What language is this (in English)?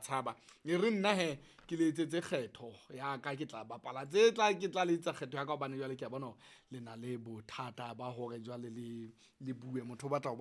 Southern Sotho